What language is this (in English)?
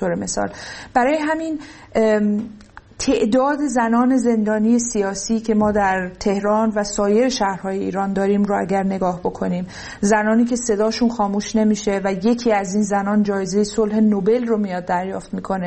Persian